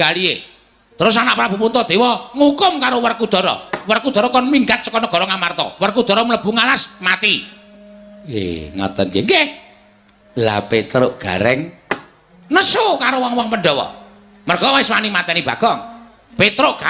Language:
Javanese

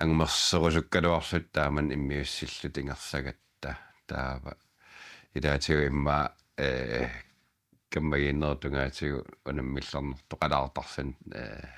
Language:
Kalaallisut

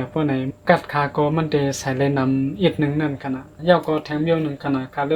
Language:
Shan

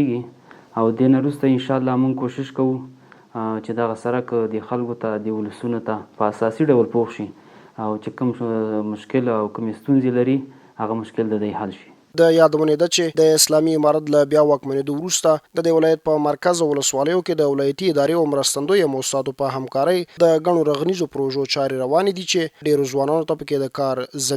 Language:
Pashto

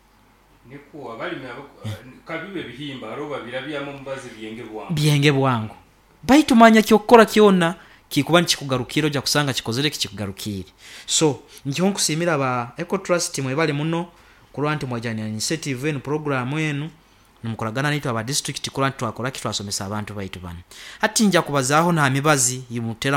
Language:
Nyoro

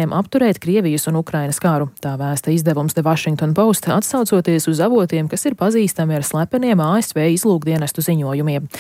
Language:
Latvian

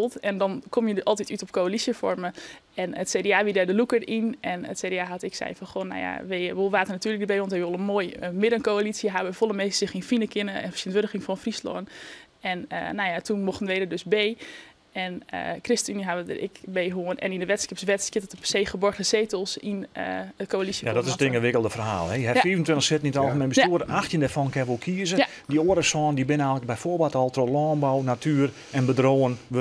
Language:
Western Frisian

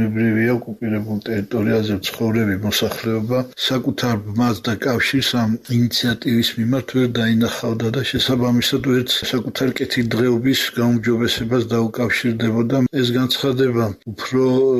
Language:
Georgian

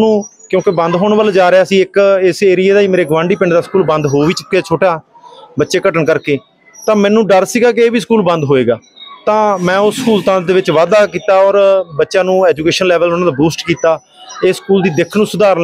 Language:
Punjabi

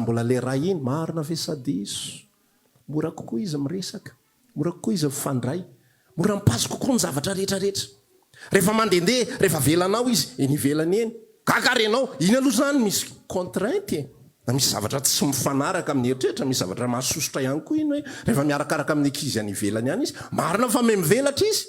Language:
Malagasy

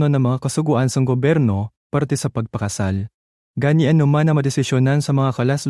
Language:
Hiligaynon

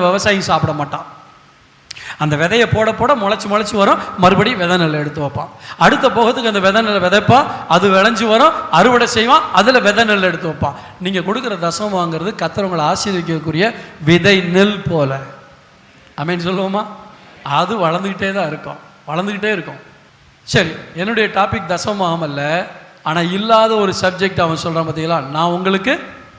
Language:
Tamil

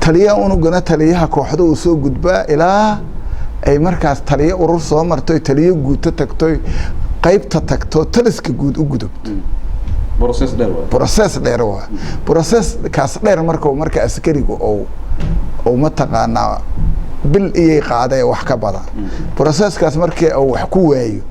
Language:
Somali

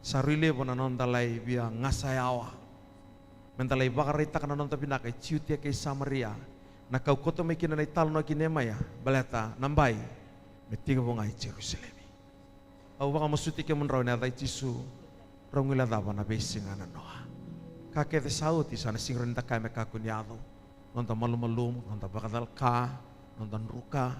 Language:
Fijian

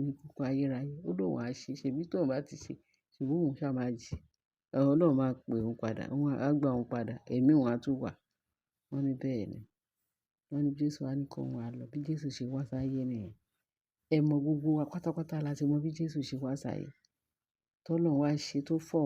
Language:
Yoruba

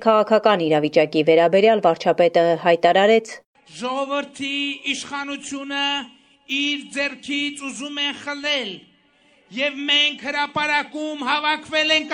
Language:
Armenian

